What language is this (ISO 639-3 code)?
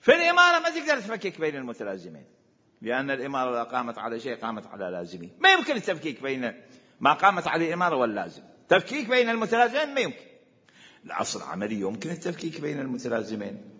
acm